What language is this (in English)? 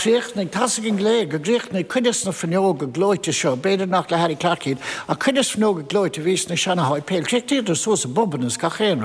Irish